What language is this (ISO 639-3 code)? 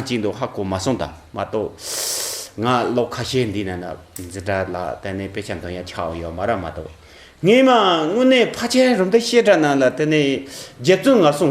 bod